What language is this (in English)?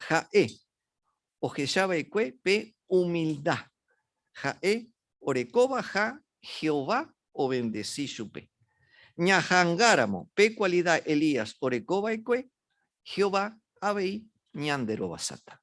Guarani